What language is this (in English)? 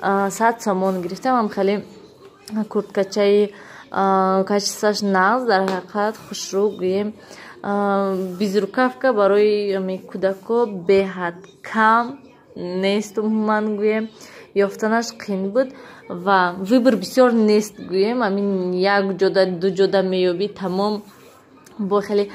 Tajik